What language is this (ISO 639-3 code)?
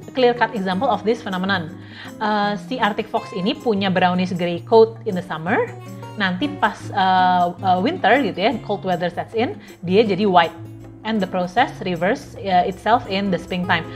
ind